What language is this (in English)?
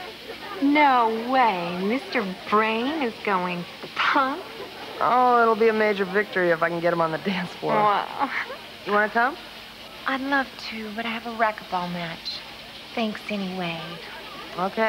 English